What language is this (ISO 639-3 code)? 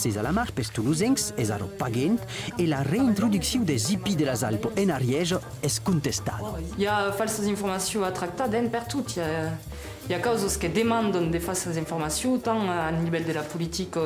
oci